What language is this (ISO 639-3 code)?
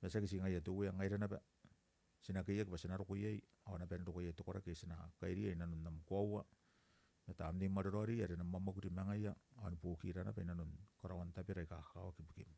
gil